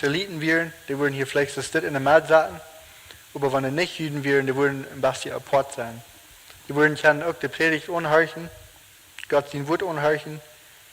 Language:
Plautdietsch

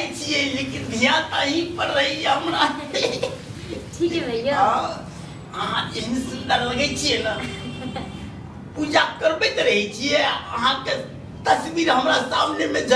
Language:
Maithili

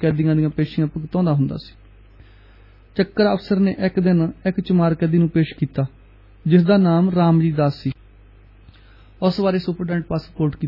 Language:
Punjabi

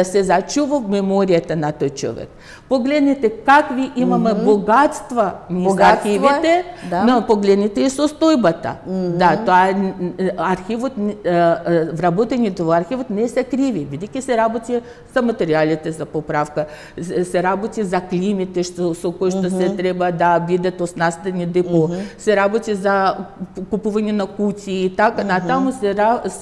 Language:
Macedonian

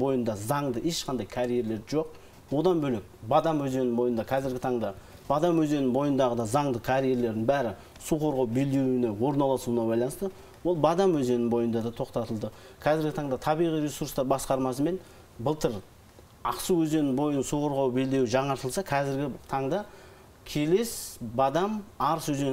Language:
Kazakh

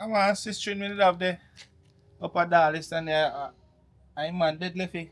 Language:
Jamaican Creole English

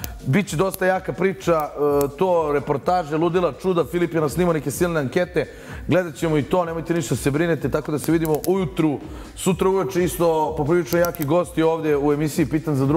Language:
Bosnian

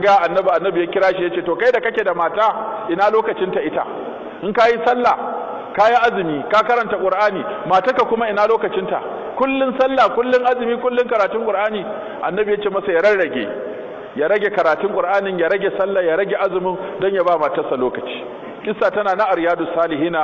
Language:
Hausa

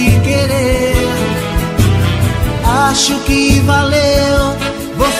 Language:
Portuguese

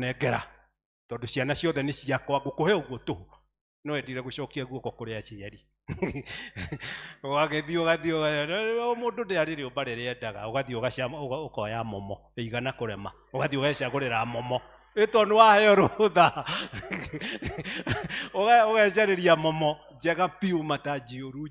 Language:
Kikuyu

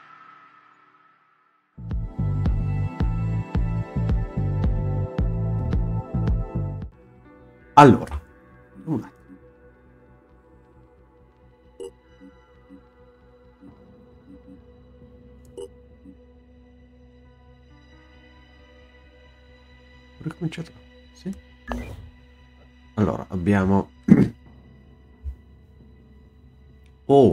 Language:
Italian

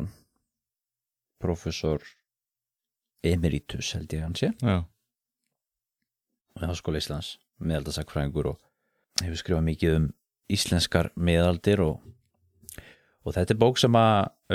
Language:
Icelandic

